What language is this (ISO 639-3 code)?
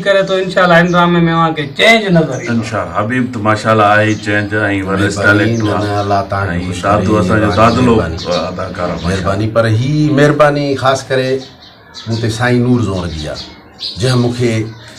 snd